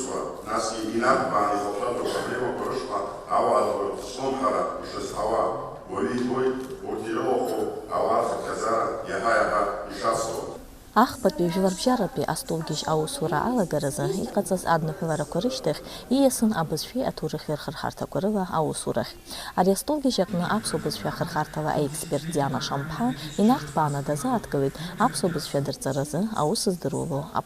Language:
Abkhazian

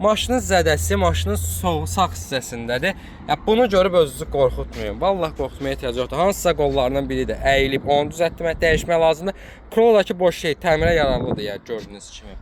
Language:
Azerbaijani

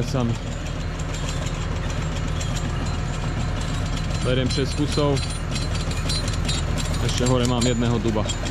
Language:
Slovak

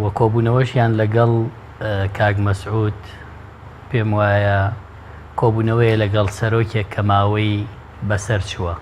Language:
Central Kurdish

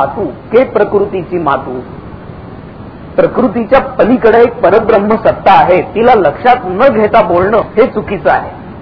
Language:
Marathi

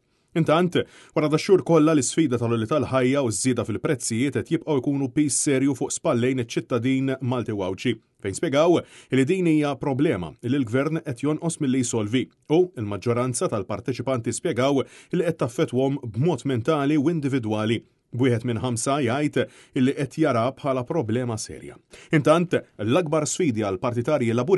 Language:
Maltese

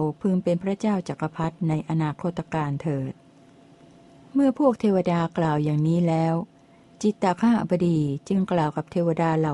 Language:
Thai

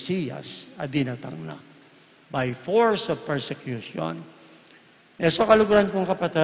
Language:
Pampanga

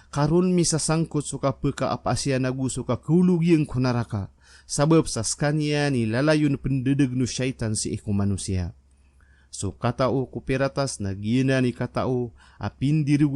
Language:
Maranao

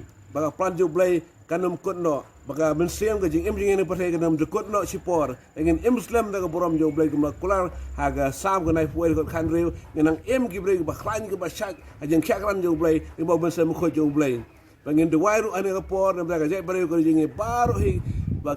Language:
Khasi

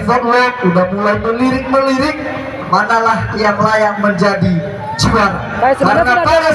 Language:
Nias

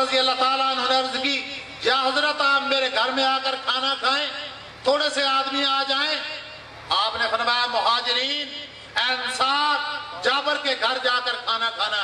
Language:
Urdu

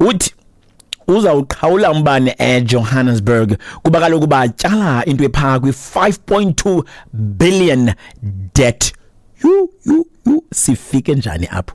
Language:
Xhosa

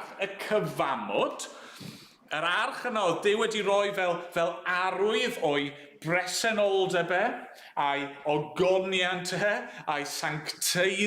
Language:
Welsh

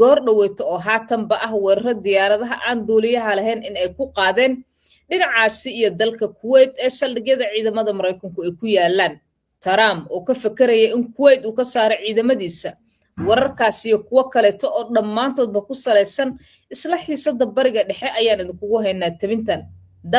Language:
Somali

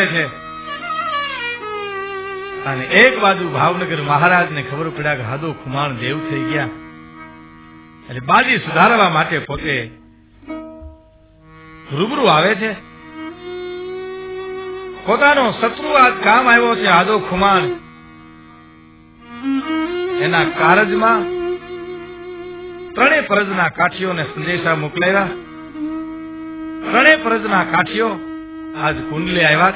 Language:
Gujarati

